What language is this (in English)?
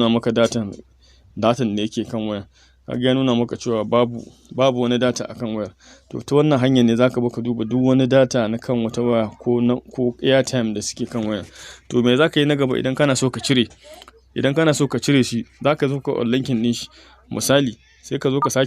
Hausa